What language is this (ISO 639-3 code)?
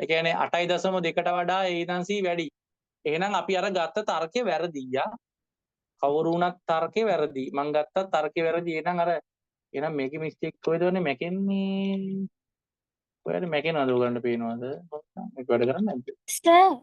sin